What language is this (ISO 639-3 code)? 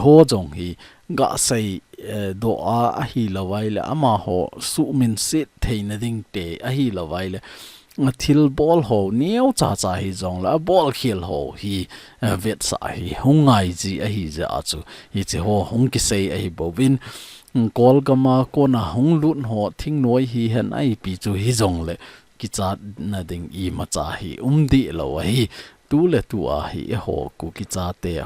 tcz